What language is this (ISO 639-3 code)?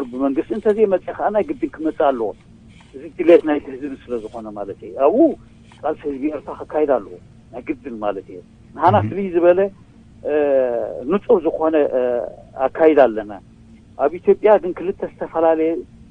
tir